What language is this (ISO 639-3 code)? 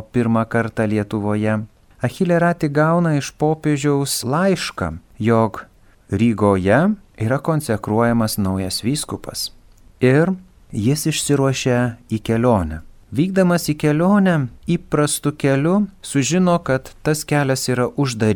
lit